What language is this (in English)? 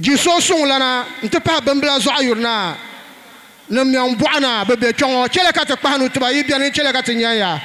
Dagbani